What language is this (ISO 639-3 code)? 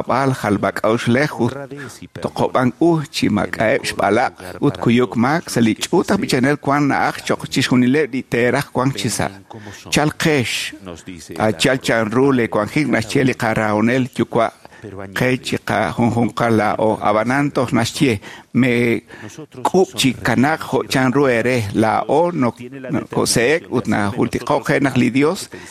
kek